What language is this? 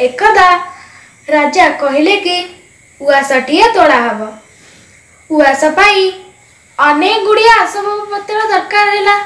Odia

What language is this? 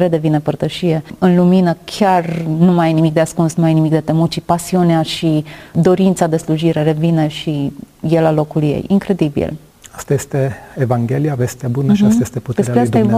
Romanian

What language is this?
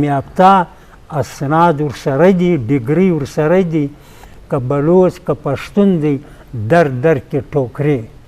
Eastern Balochi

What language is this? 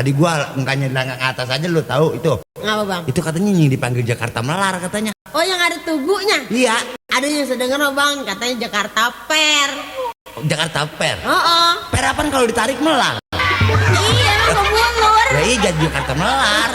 Betawi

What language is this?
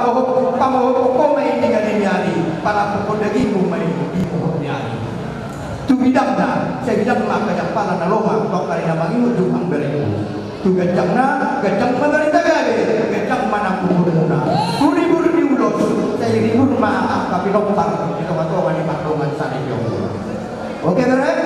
Batak Toba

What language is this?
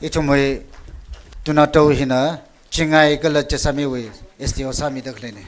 Tangkhul Naga (India)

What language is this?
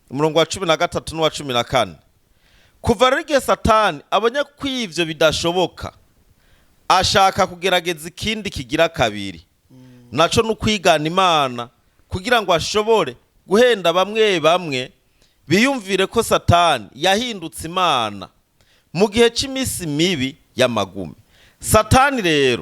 Rundi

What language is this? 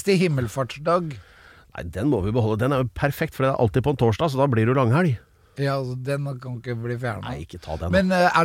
Norwegian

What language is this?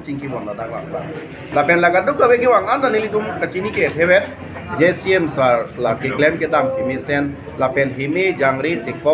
Karbi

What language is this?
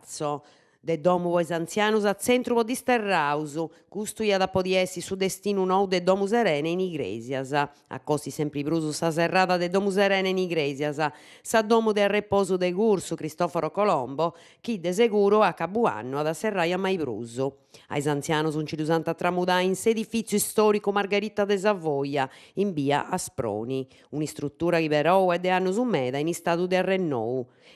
Sardinian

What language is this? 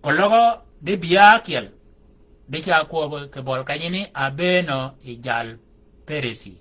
Shilluk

